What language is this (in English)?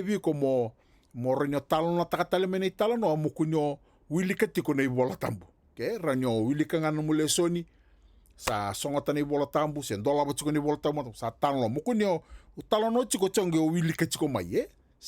Fijian